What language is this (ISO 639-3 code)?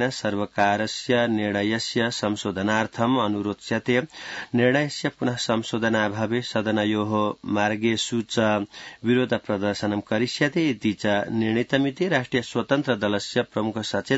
san